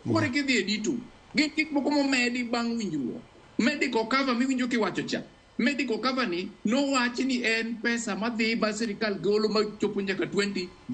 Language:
Luo (Kenya and Tanzania)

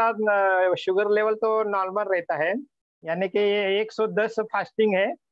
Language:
Hindi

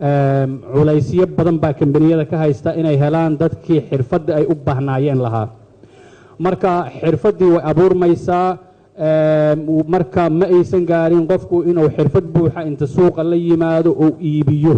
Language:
Somali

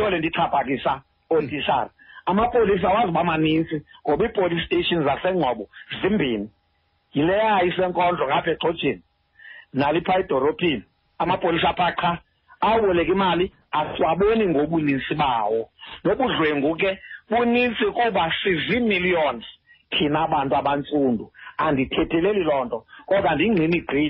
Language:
Xhosa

